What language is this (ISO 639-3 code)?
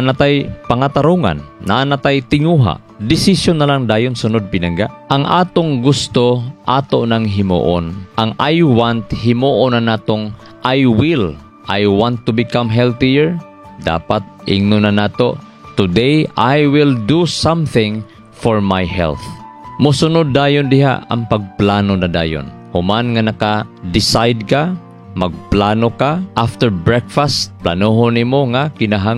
ceb